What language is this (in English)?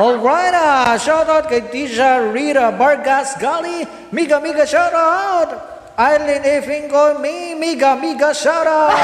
Cebuano